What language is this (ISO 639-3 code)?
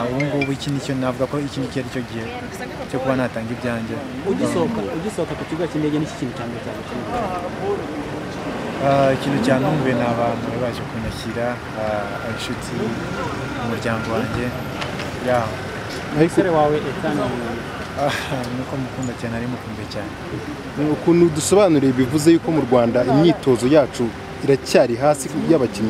kin